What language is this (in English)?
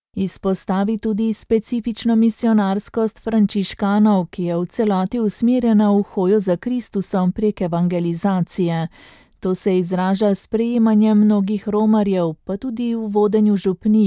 Slovenian